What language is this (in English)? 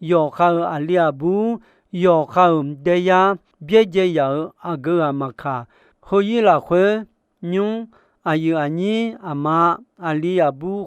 Akha